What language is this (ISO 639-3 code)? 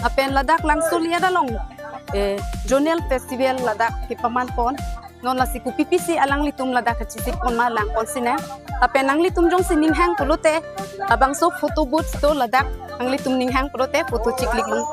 mjw